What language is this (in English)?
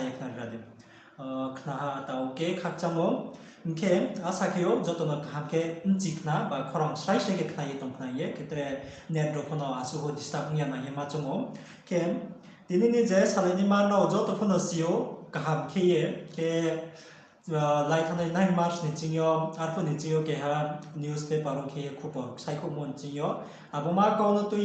Riang (India)